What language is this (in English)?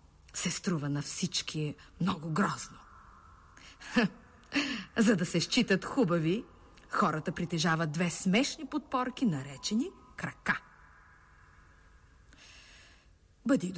Bulgarian